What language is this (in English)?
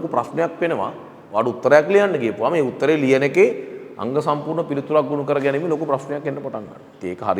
Sinhala